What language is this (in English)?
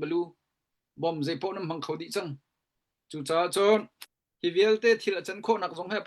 Hakha Chin